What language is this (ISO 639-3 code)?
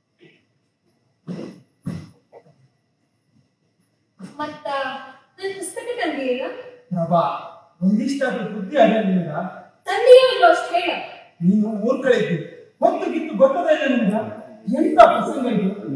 kan